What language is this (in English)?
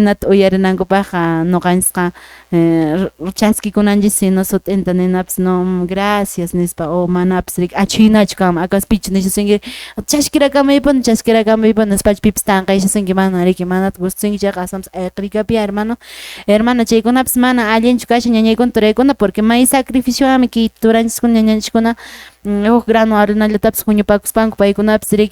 Quechua